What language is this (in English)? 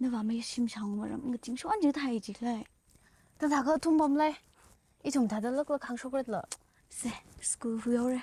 Tangkhul Naga (India)